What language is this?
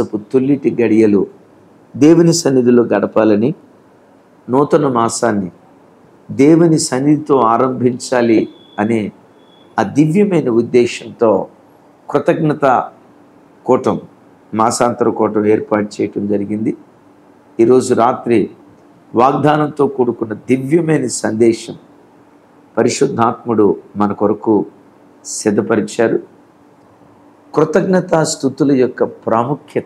Telugu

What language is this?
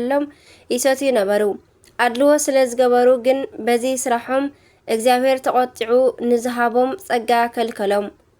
Tigrinya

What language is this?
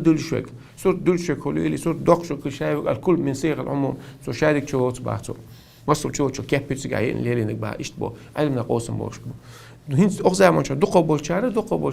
Chechen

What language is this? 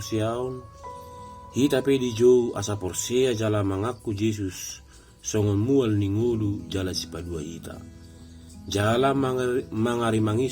Batak Toba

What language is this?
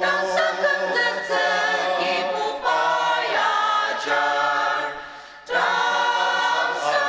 Ao Naga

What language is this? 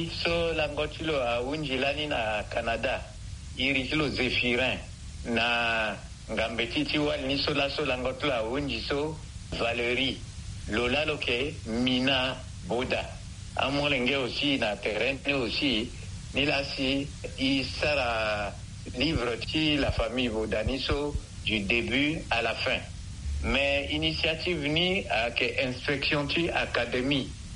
Sango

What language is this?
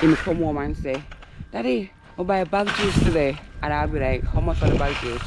Jamaican Creole English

